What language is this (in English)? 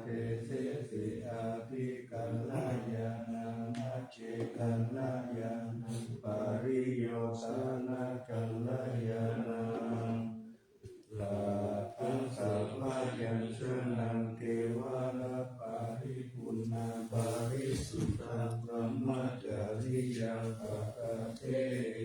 Pali